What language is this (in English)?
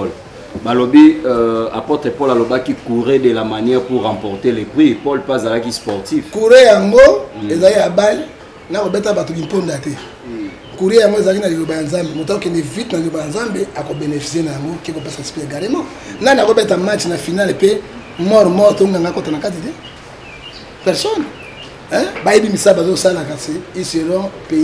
Lingala